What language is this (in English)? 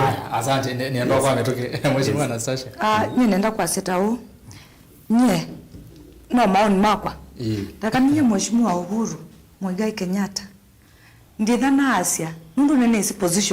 Kamba